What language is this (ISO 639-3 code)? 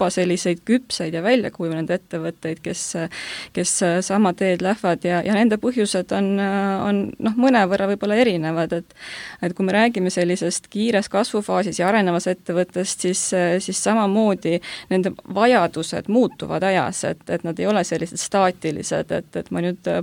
est